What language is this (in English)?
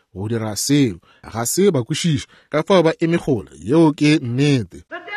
Northern Sotho